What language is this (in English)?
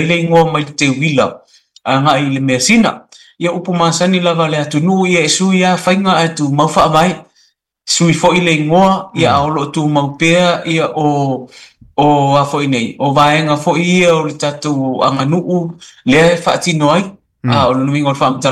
Samoan